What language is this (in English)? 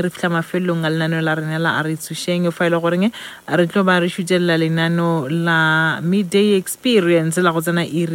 Northern Sotho